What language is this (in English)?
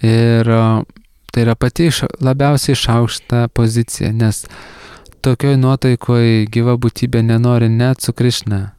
Lithuanian